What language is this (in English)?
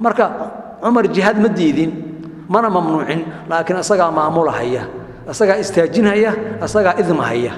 Somali